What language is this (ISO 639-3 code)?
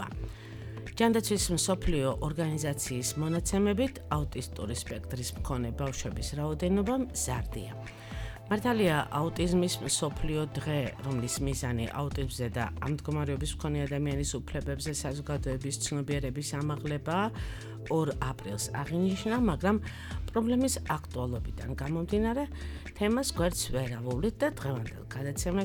kat